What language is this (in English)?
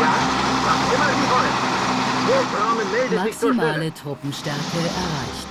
Bavarian